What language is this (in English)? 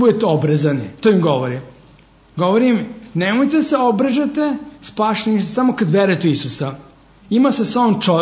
Serbian